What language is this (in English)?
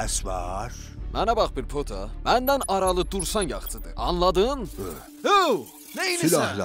South Azerbaijani